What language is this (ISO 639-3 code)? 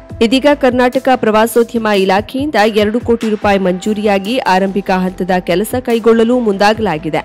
kan